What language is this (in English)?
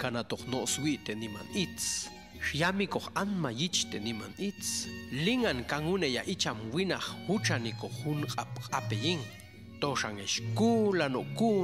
Popti'